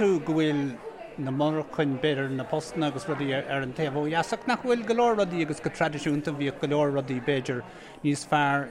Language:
Irish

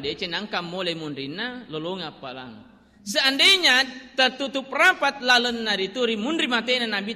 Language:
Buginese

